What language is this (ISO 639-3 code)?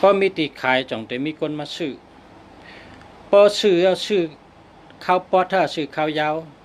shn